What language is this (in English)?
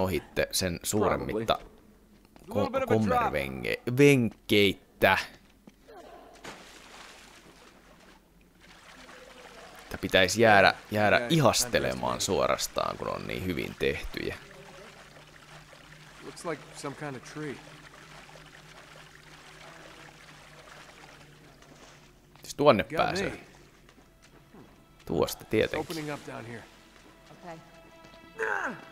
Finnish